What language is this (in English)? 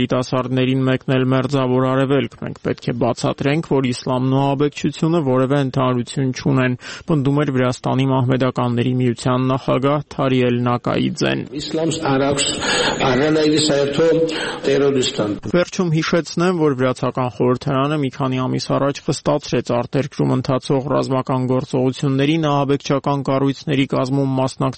Armenian